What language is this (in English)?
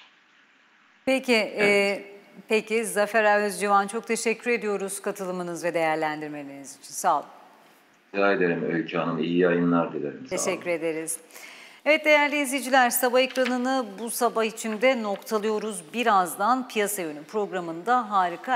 Turkish